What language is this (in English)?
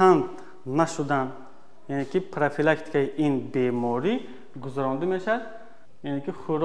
Tajik